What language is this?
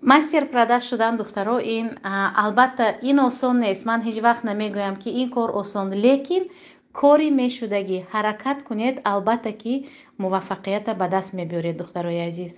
Tajik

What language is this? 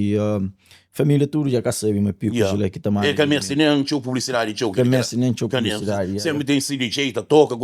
Kabuverdianu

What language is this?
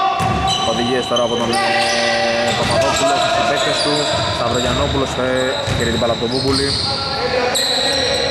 Greek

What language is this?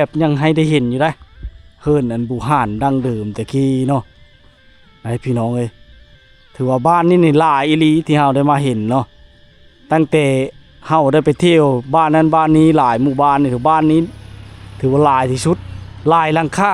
Lao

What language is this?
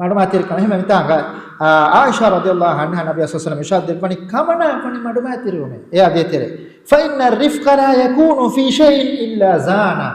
Divehi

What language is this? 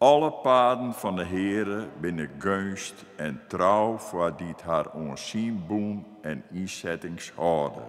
Western Frisian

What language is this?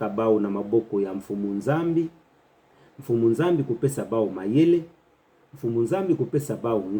Kituba (Democratic Republic of Congo)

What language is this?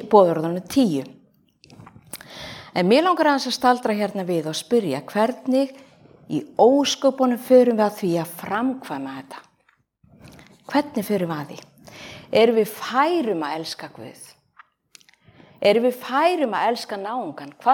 Icelandic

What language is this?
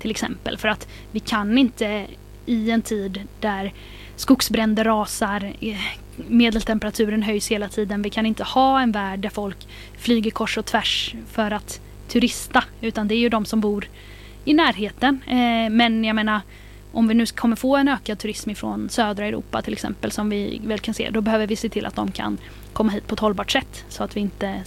Swedish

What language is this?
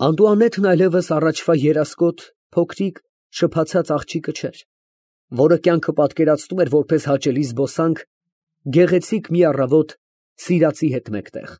Armenian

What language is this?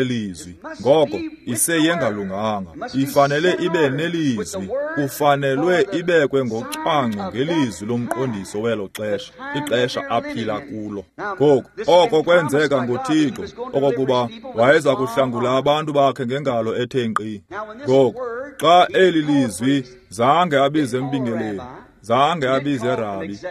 Xhosa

